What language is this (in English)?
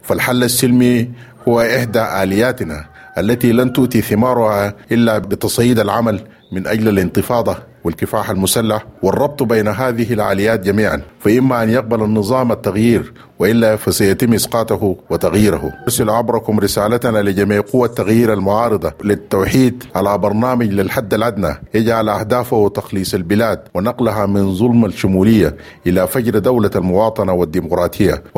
Sudanese Arabic